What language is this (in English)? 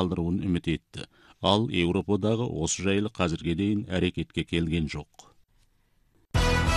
Kazakh